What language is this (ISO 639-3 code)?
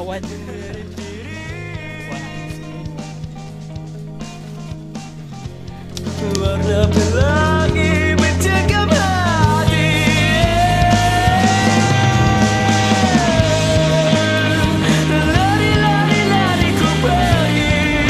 msa